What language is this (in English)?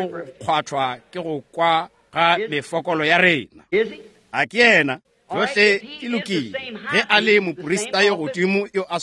Northern Sotho